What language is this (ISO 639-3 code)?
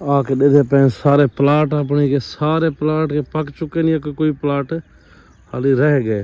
skr